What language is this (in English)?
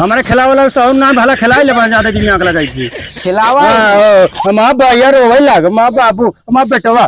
Awadhi